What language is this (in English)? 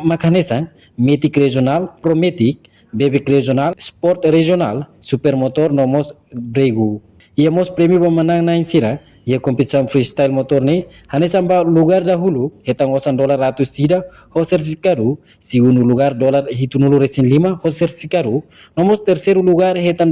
Tetum